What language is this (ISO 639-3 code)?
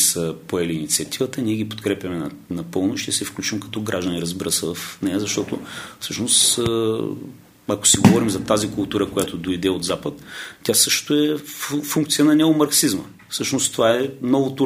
bul